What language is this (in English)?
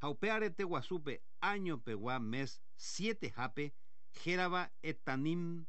Guarani